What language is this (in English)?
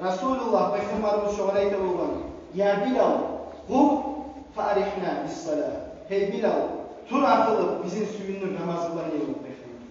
Kumyk